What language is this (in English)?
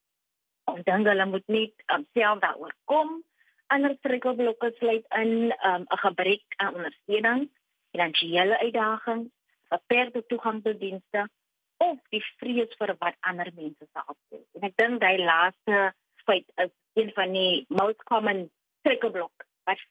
Afrikaans